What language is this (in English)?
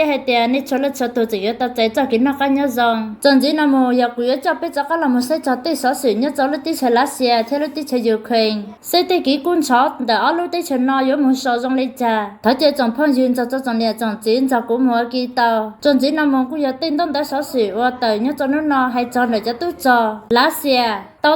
Hmong